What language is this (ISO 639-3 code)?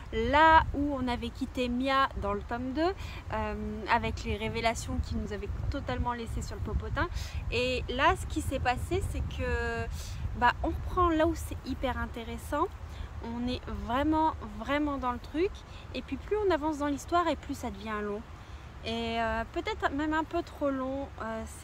fra